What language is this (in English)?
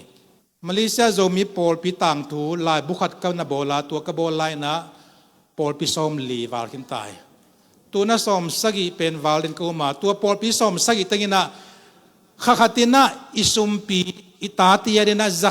Tedim Chin